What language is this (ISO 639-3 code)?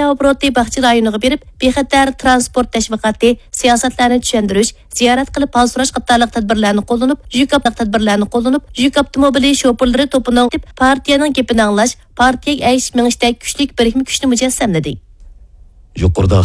uig